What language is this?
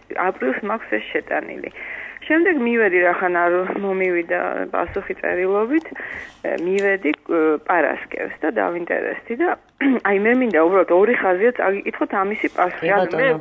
Georgian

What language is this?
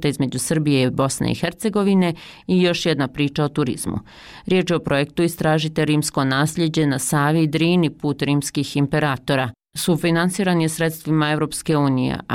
Bosnian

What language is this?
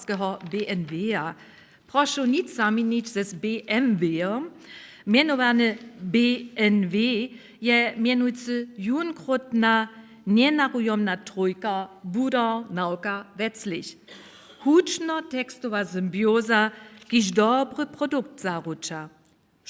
Upper Sorbian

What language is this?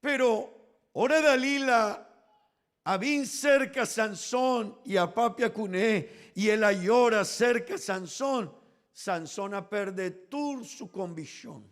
Papiamento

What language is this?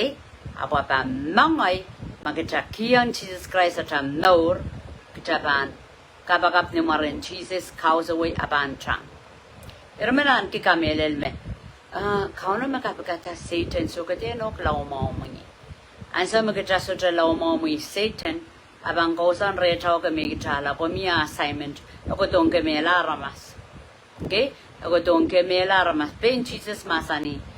Pohnpeian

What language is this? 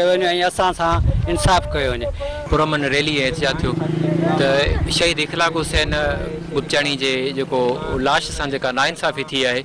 Sindhi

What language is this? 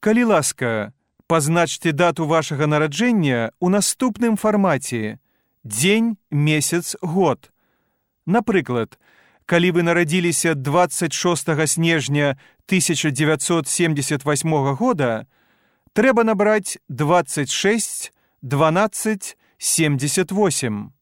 Belarusian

